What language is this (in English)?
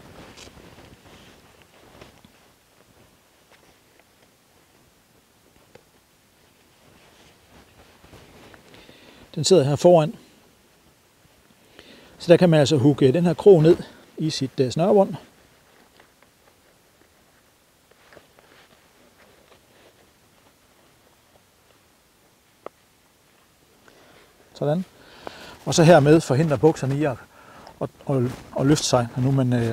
Danish